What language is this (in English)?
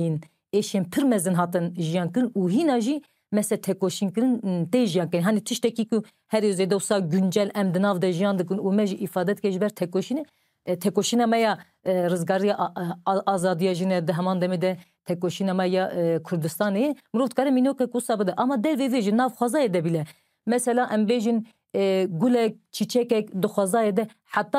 Kurdish